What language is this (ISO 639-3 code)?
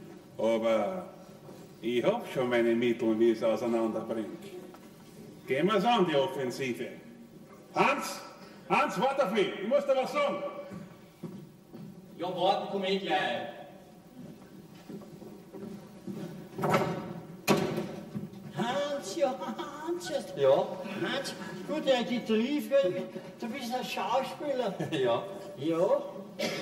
deu